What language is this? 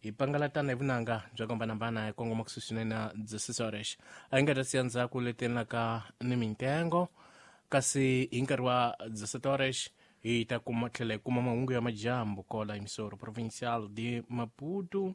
Tsonga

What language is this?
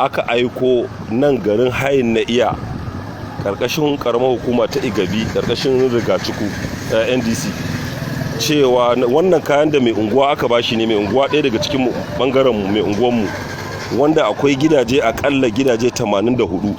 Hausa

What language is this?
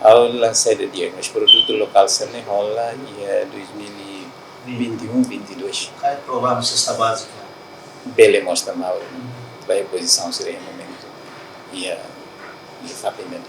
Tetum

